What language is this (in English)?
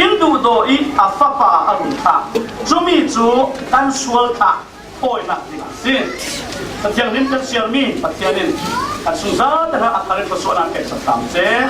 Falam Chin